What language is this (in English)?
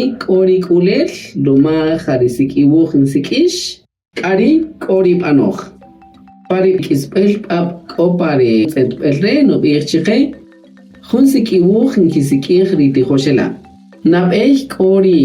Kaqchikel